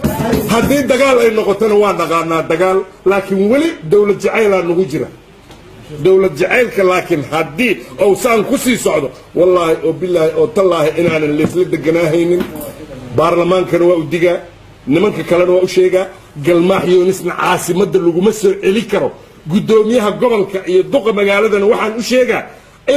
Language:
Somali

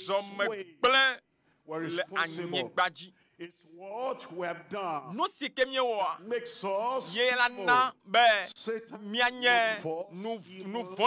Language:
Ewe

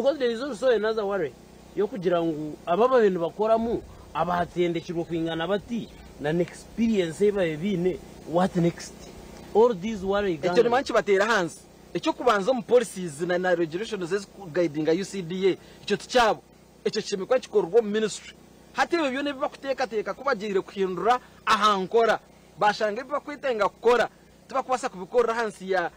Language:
Nyankole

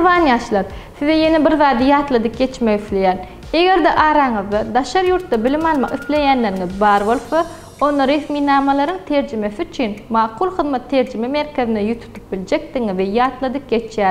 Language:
Turkmen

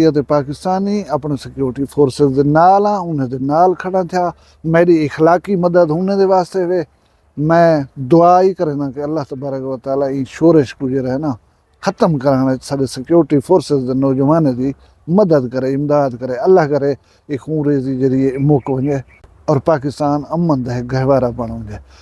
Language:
Saraiki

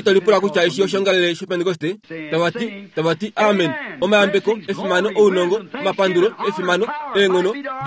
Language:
Kuanyama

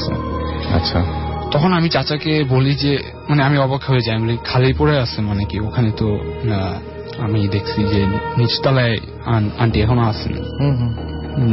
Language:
Bangla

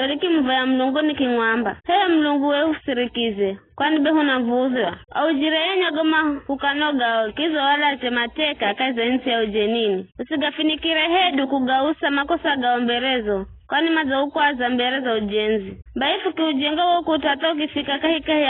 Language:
Giryama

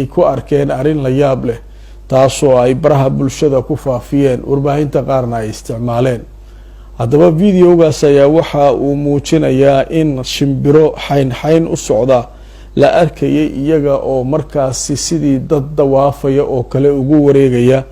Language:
Somali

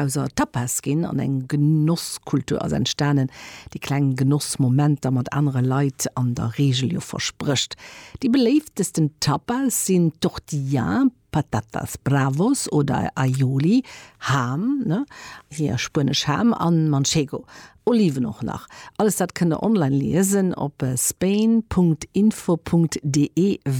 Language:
Luxembourgish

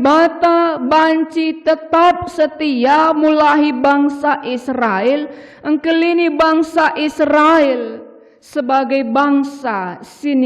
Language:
Batak Karo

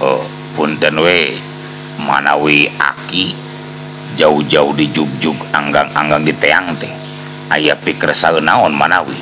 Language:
Sundanese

